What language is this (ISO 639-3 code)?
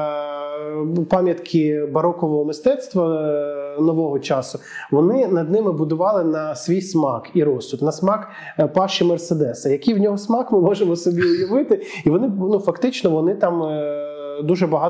ukr